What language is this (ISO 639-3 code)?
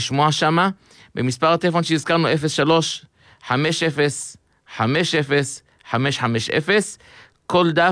heb